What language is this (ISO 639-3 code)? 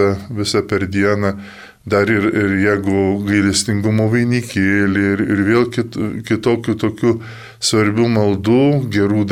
lit